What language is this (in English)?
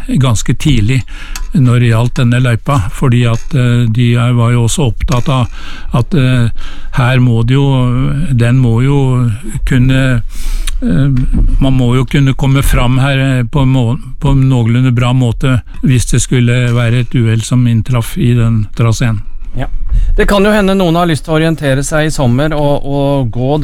Norwegian